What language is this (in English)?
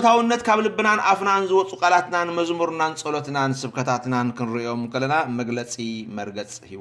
Tigrinya